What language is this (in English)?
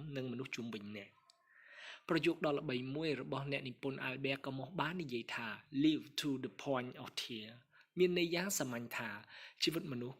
Khmer